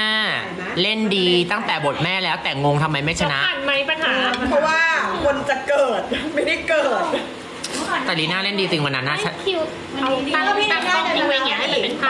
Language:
Thai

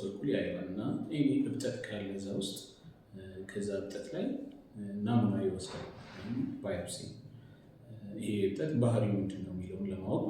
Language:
Amharic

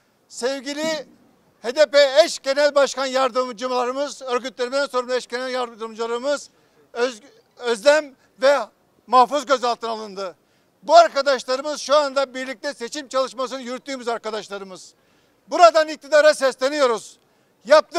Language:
Turkish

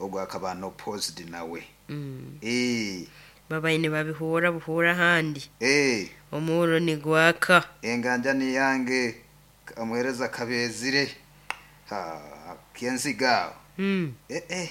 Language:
Nyoro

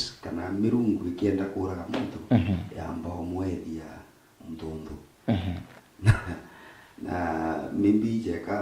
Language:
Meru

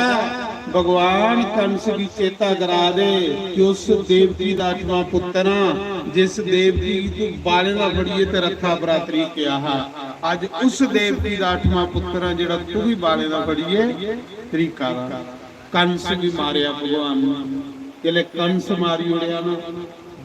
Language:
Dogri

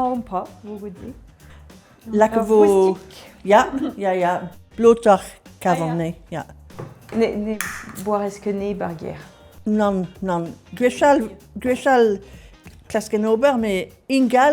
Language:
Breton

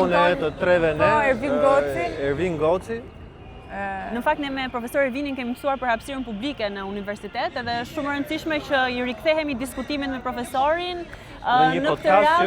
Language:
Albanian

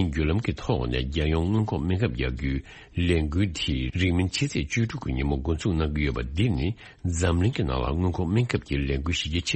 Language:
Tibetan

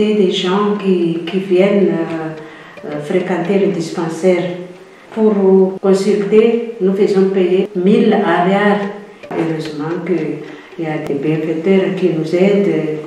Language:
French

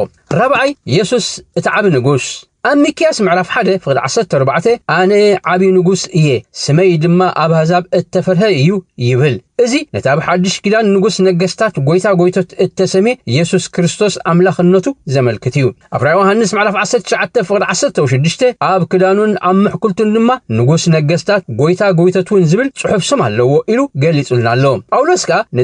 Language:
Tigrinya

